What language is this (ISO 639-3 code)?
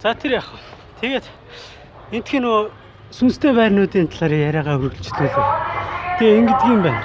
mon